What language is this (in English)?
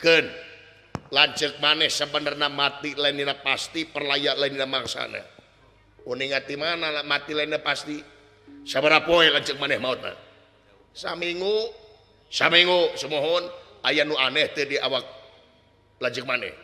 Sundanese